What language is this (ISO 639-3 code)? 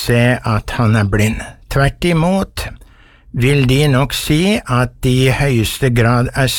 nor